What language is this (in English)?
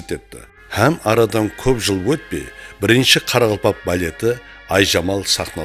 Kara-Kalpak